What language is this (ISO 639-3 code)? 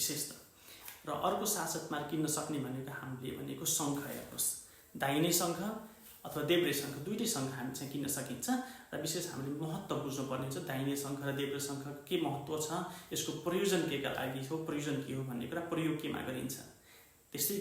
nep